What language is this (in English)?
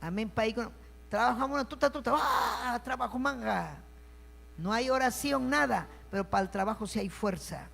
Ayacucho Quechua